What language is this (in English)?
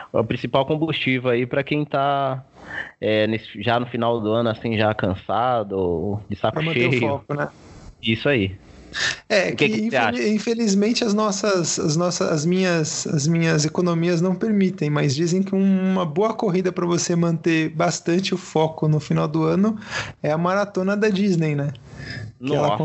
Portuguese